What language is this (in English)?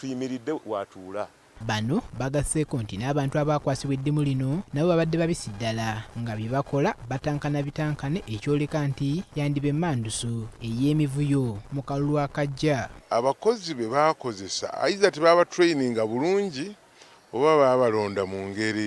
Ganda